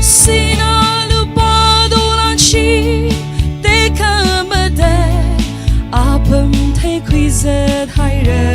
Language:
Tangkhul Naga (India)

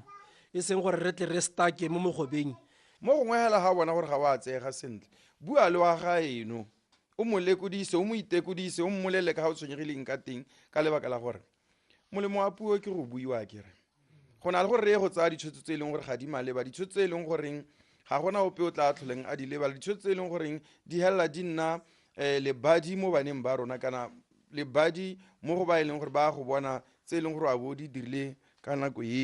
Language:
Tswana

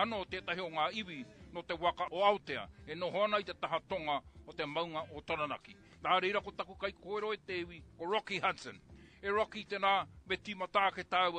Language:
Māori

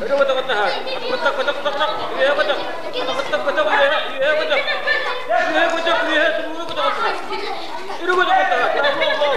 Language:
Yakut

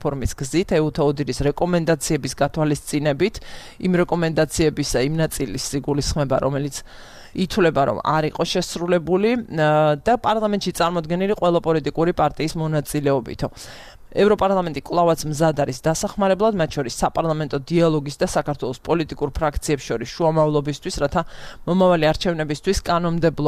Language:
Georgian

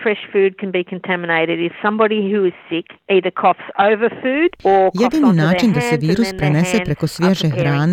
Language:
Croatian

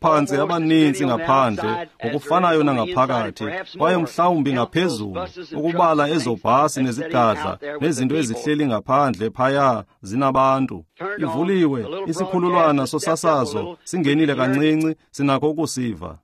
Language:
Xhosa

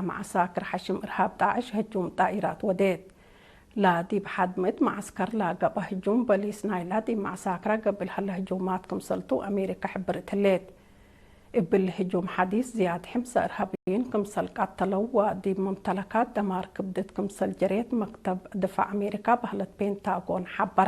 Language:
Tigre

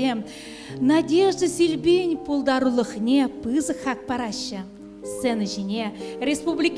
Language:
Chuvash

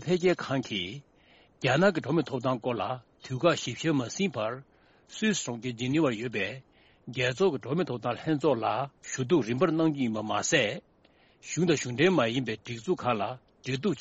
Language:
Tibetan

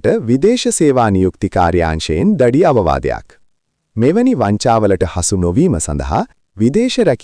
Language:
Sinhala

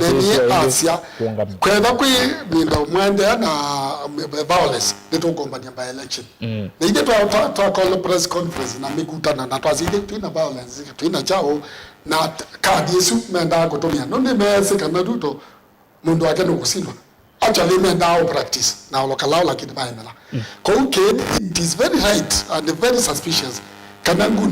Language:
Kamba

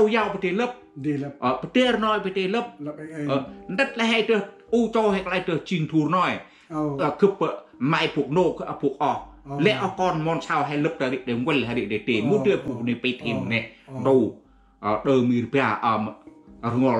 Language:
Central Mnong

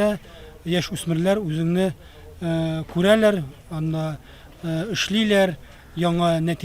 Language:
Tatar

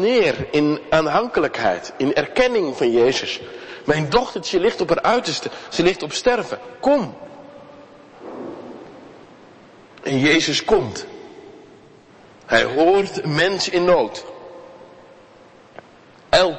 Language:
Dutch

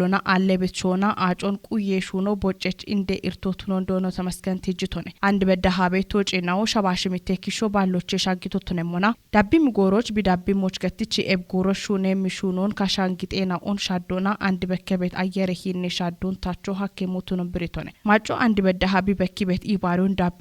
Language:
Kafa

